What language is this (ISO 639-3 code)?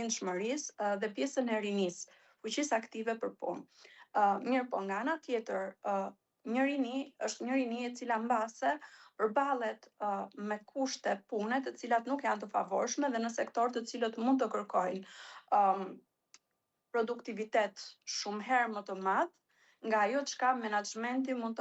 sqi